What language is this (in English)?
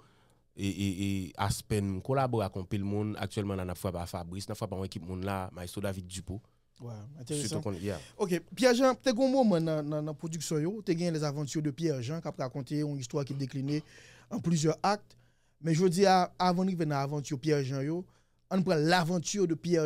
Haitian Creole